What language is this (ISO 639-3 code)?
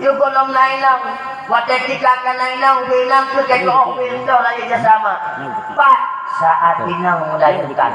ace